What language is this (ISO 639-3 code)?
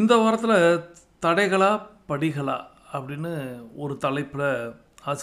tam